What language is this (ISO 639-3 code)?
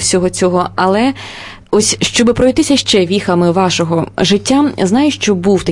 ukr